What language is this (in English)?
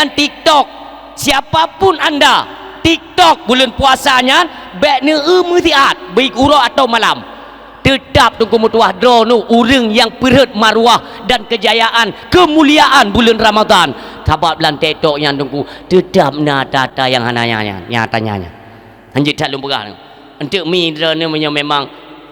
Achinese